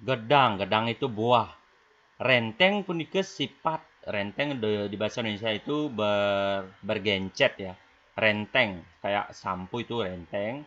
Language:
Balinese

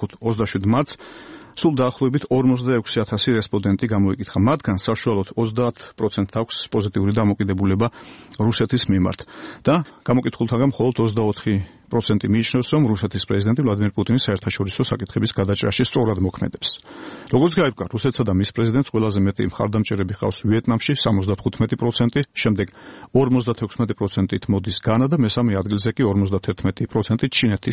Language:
Georgian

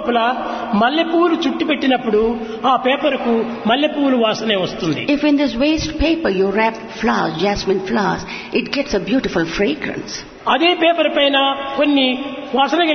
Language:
Telugu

